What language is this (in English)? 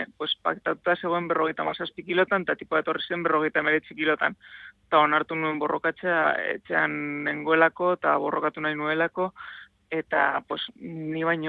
Basque